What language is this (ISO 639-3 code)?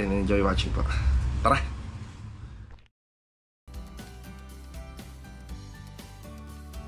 fil